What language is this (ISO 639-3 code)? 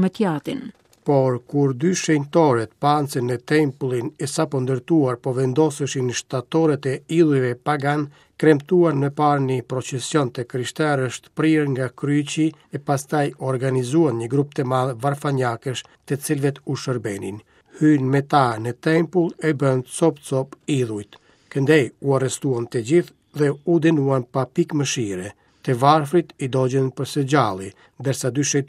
sqi